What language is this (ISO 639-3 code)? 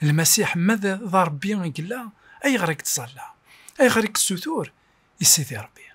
kab